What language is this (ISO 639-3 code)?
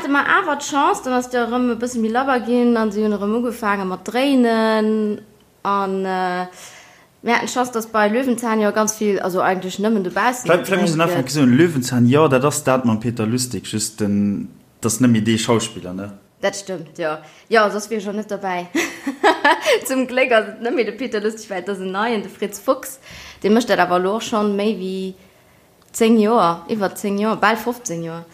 ltz